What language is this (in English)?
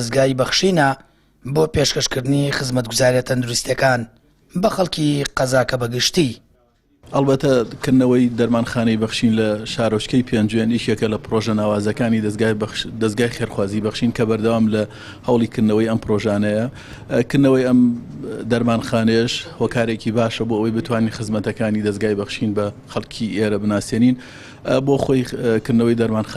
Central Kurdish